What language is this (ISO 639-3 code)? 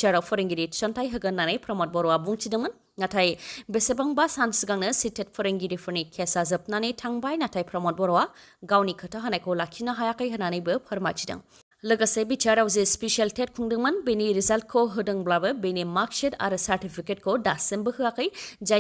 brx